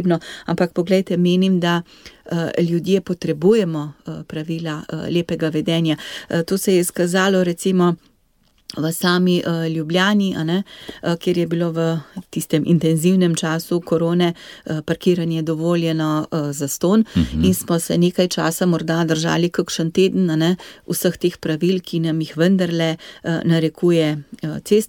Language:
Slovenian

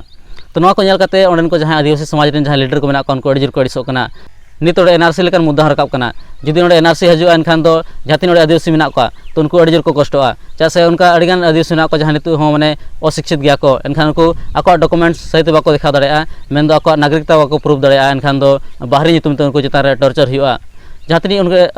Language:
Santali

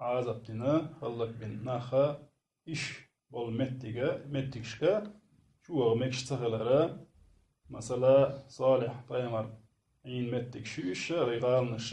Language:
Chechen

